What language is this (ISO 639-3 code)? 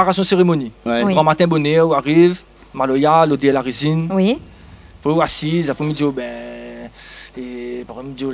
rcf